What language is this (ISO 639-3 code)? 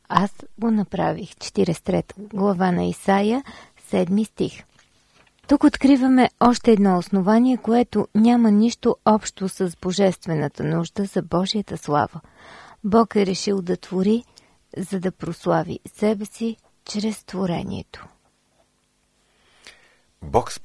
bul